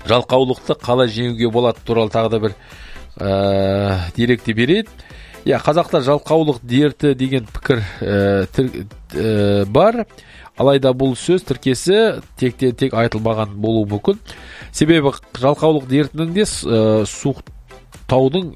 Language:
Kazakh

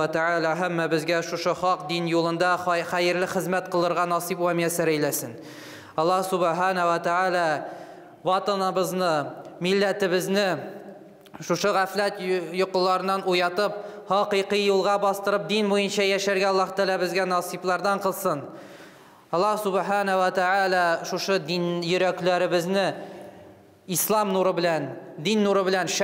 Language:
Tatar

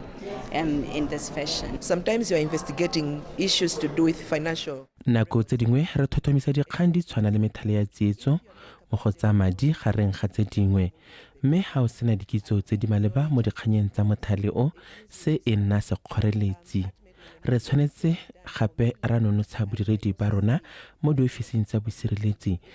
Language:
Tswana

